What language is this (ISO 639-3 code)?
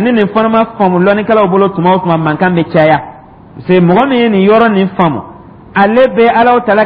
dyu